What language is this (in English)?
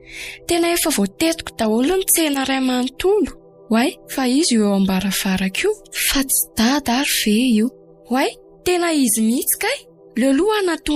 Malagasy